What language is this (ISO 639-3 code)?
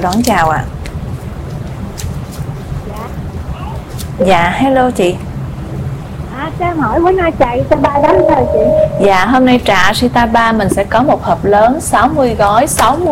vie